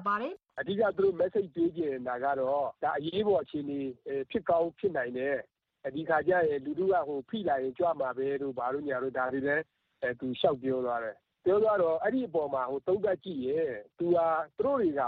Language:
Burmese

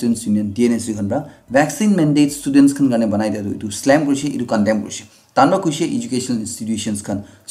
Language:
Naga Pidgin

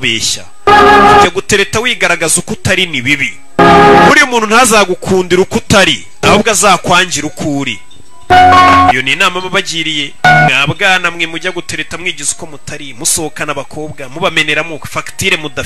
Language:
Kinyarwanda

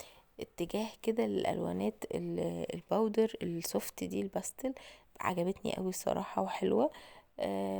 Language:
Egyptian Arabic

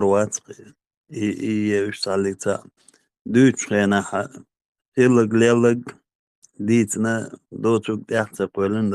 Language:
Chechen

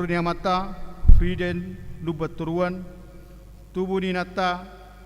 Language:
Batak Toba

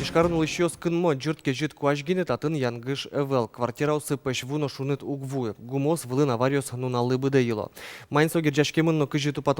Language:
Udmurt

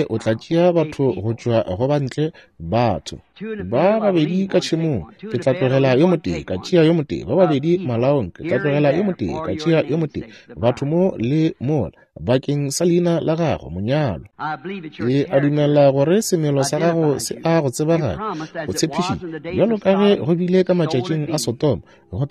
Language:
Northern Sotho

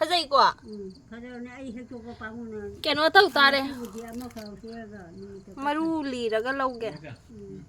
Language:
Manipuri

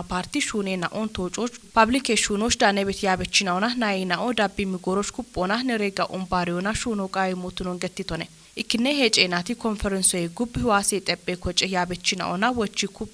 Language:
Kafa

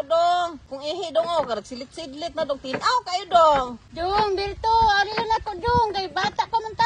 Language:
Hiligaynon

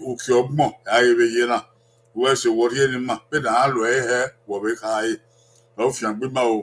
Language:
Bini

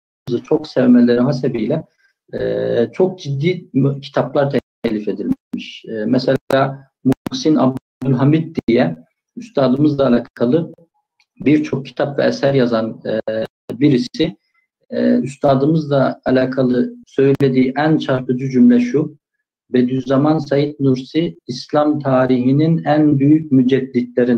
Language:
Turkish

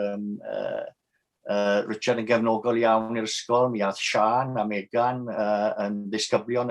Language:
Welsh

